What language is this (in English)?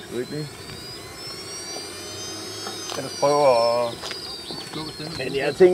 Danish